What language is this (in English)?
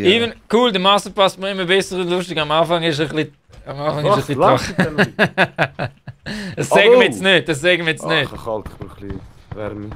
Swiss German